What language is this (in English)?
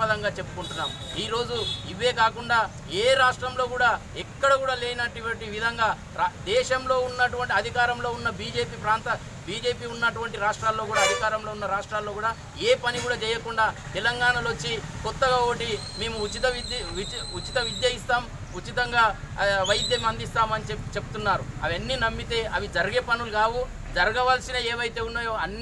Telugu